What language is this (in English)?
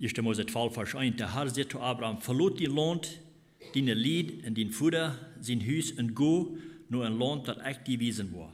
Plautdietsch